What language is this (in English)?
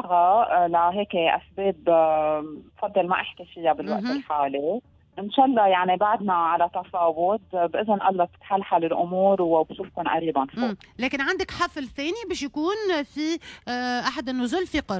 Tunisian Arabic